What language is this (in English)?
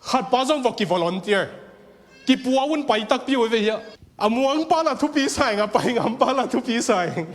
Tedim Chin